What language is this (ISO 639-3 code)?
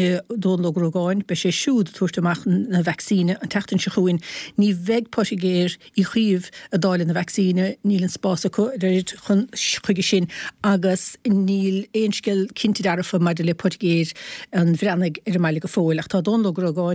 gle